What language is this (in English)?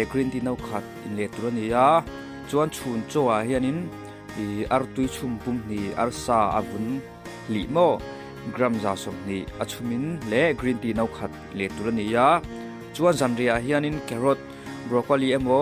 Mizo